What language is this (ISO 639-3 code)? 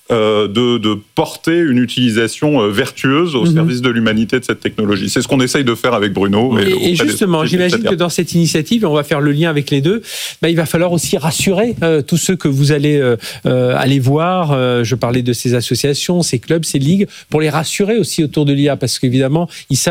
fra